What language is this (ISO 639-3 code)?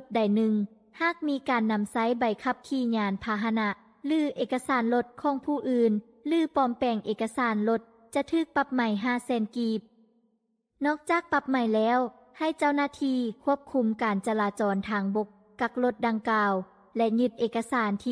lao